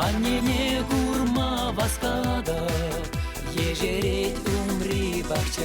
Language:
Chuvash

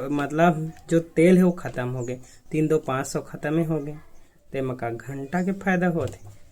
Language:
Chhattisgarhi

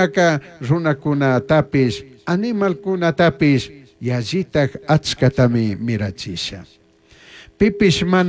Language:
Chimborazo Highland Quichua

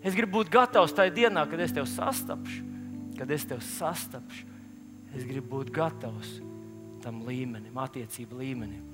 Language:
Latvian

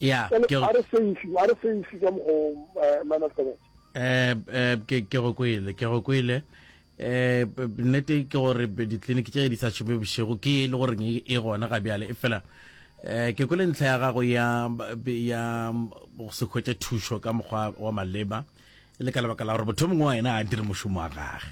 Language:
Northern Sotho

